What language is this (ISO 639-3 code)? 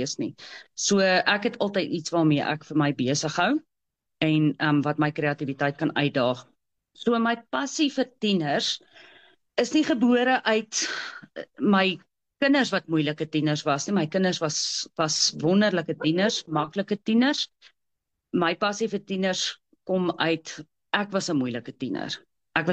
afr